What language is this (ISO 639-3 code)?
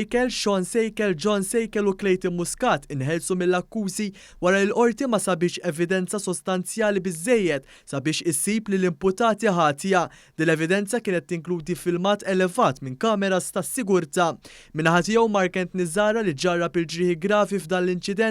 mlt